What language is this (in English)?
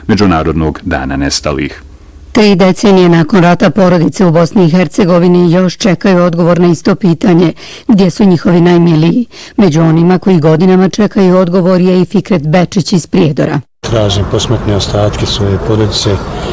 Bosnian